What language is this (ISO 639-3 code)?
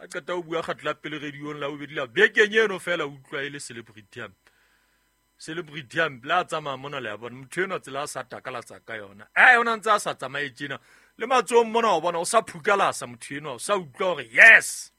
sot